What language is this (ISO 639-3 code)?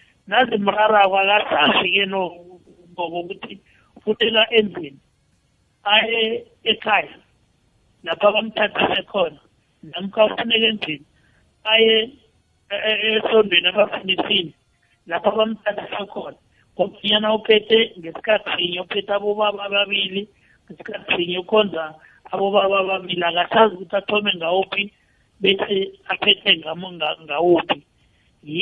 nbl